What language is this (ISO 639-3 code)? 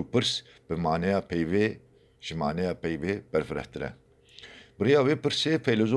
kur